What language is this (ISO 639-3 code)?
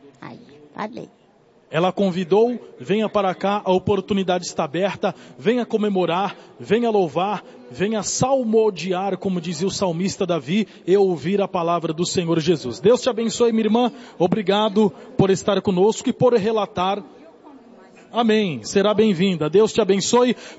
por